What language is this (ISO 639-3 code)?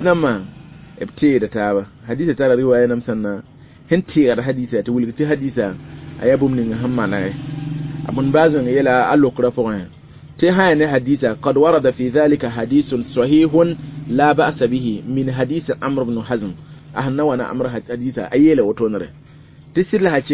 mos